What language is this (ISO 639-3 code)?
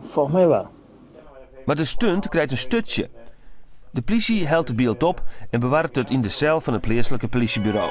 fry